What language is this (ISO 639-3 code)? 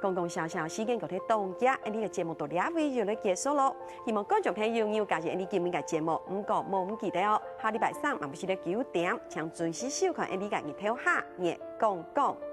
hak